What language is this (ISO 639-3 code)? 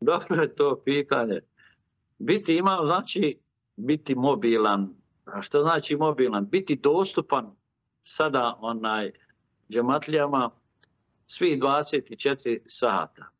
bos